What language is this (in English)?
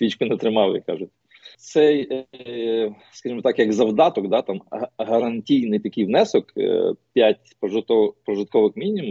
Ukrainian